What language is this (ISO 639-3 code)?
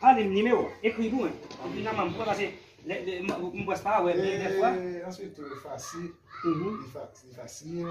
hat